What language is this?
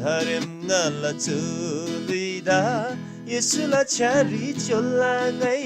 Eastern Tamang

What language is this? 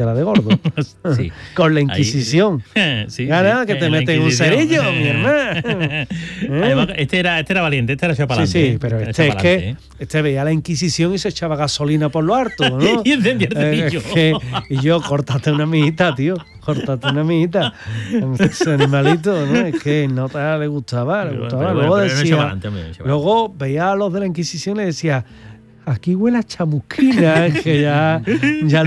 Spanish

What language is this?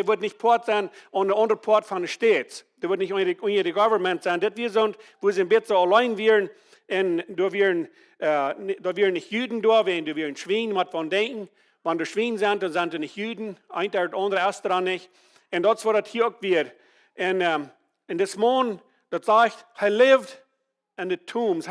Plautdietsch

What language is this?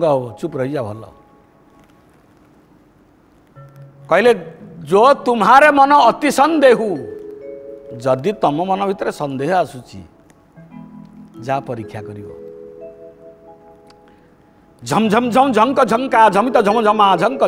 Odia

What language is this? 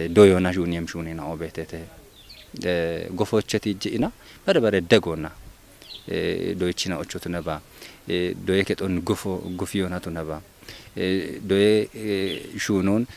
Kafa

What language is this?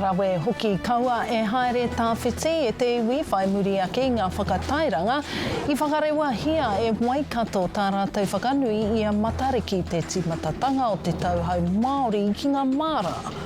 Māori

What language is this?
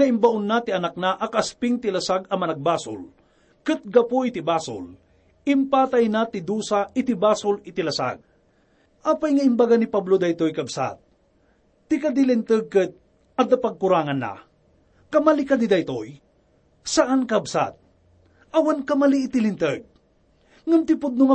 Iloko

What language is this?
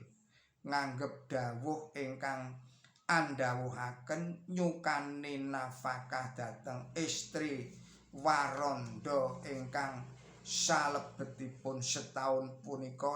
Javanese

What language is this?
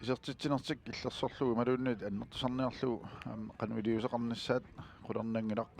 Kalaallisut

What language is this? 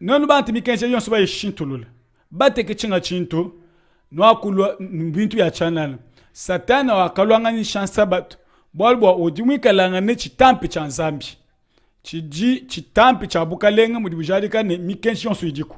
Luba-Lulua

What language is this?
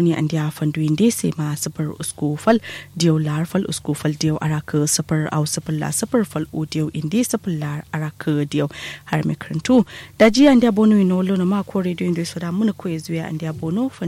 Kanuri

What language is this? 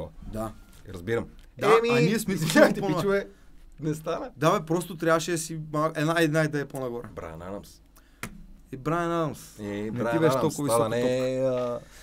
Bulgarian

